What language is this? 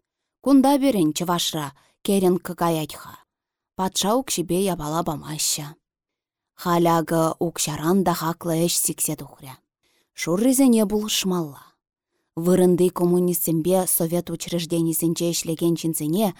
Chuvash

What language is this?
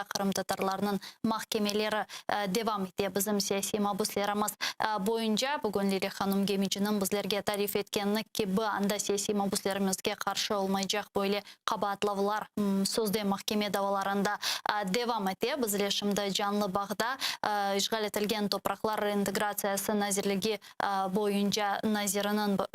Crimean Tatar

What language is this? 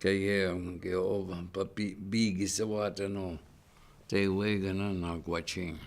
Chippewa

